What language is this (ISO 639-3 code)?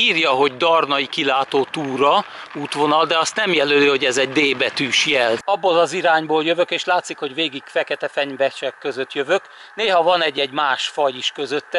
hun